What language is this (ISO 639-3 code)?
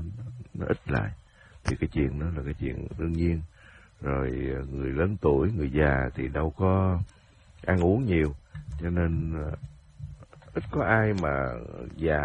vie